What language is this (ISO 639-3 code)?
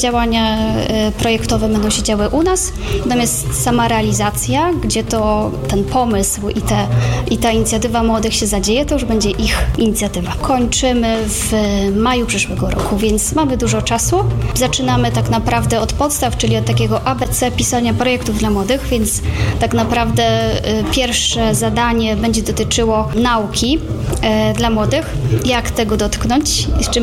pol